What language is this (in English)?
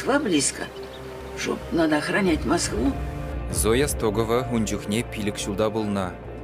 Chuvash